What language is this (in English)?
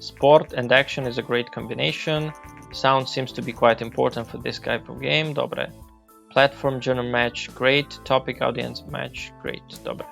Rusyn